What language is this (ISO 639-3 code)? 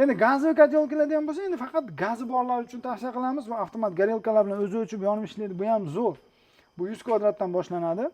uzb